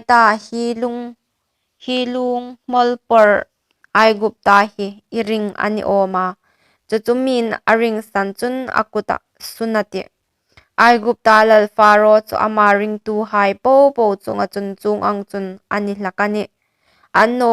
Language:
Hmar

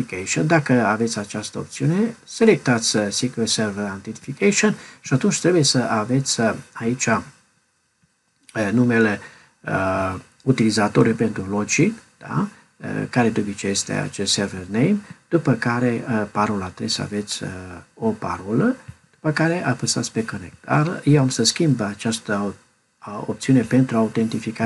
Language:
Romanian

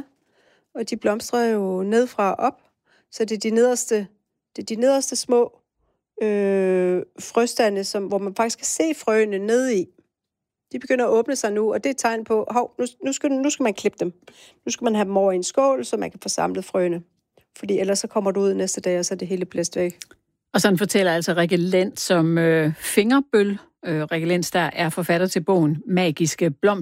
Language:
Danish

